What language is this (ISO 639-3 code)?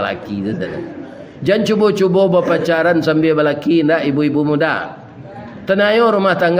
min